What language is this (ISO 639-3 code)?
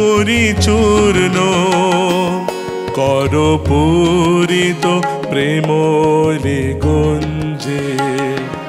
ben